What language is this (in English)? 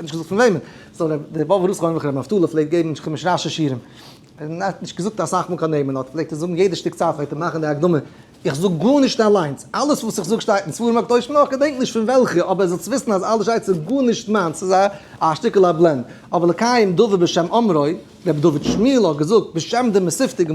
Yiddish